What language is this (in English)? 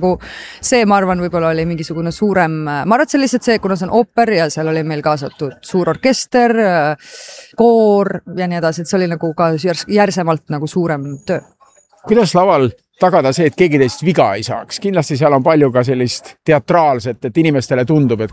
Estonian